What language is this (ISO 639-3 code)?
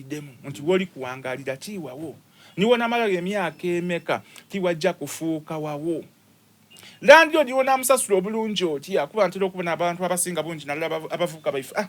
xog